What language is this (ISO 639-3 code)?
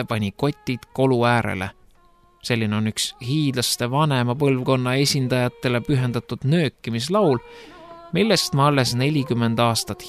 est